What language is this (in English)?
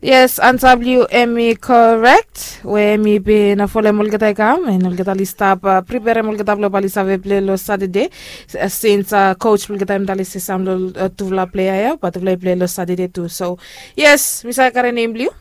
Bislama